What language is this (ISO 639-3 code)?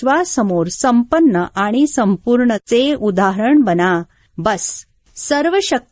mar